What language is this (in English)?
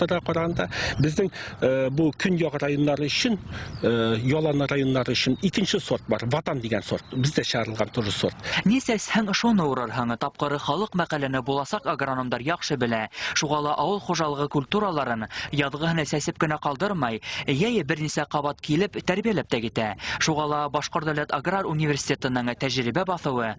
Bashkir